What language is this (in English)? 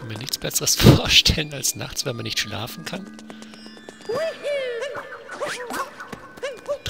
German